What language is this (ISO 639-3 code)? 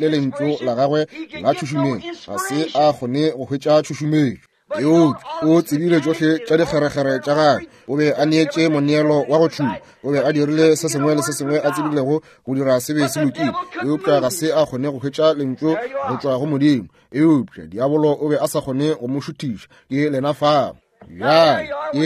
nso